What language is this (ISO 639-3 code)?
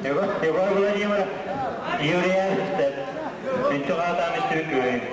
sah